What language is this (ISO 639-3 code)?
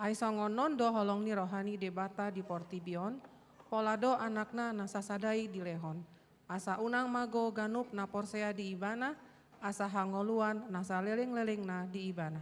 bbc